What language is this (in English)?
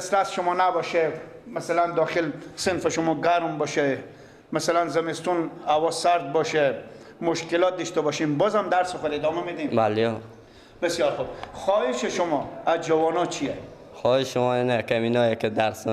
Persian